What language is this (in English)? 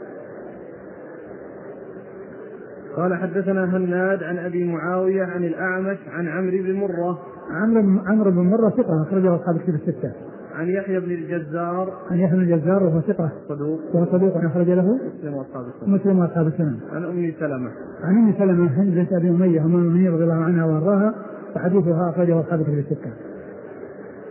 Arabic